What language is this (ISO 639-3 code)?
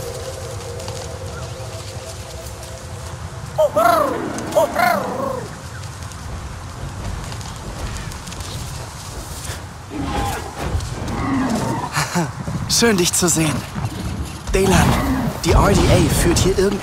deu